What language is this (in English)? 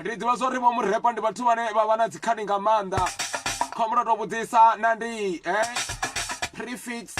Venda